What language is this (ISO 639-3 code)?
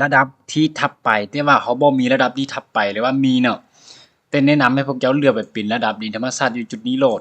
lao